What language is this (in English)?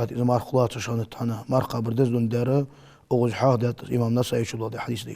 Ingush